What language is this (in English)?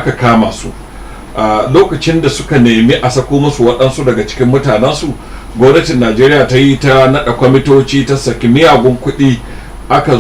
Hausa